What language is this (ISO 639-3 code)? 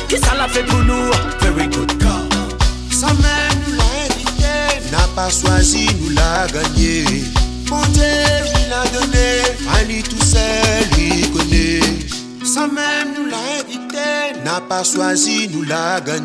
rcf